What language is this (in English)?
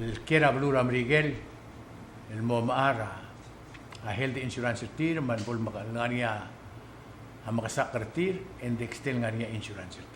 Palauan